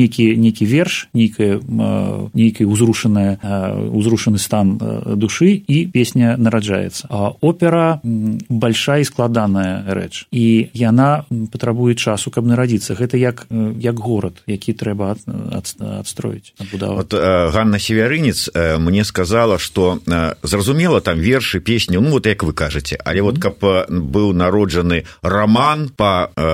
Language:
Belarusian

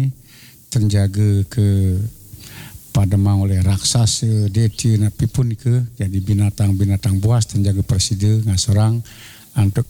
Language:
Balinese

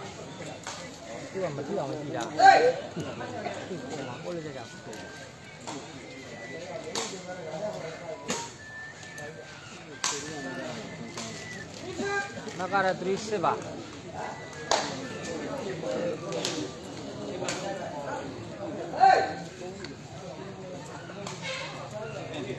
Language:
Burmese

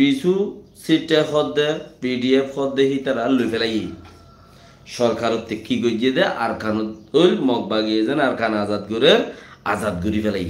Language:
Rohingya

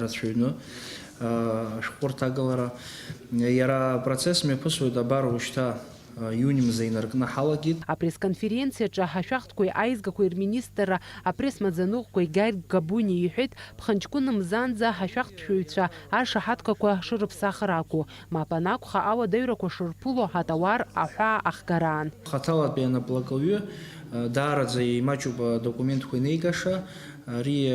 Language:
Abkhazian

